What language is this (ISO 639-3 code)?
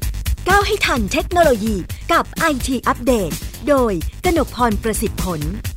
tha